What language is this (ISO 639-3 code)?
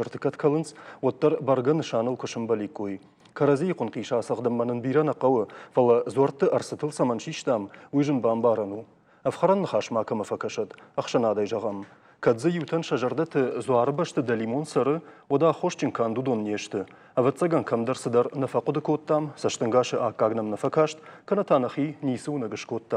oss